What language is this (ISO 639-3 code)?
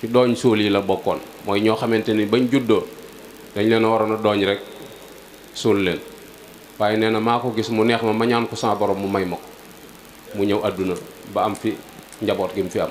wol